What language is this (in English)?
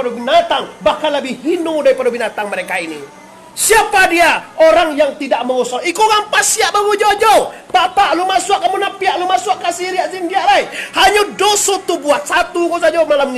Minangkabau